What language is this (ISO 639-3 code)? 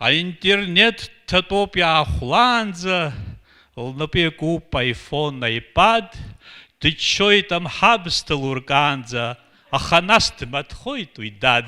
abk